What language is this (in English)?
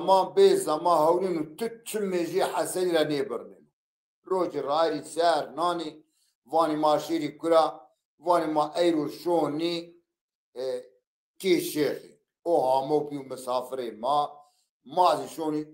Zaza